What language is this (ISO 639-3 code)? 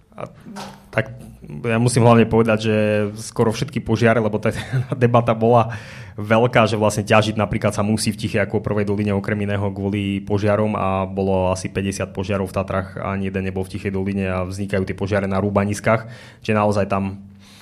slk